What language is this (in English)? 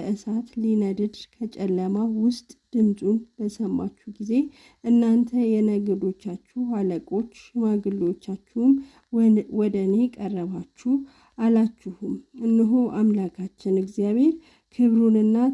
Amharic